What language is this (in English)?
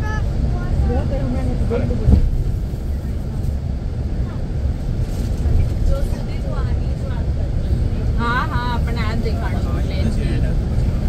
Gujarati